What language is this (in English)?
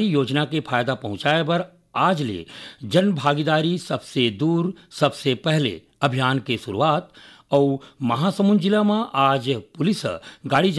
Chhattisgarhi